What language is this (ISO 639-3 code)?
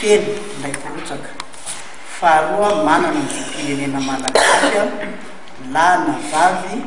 mlg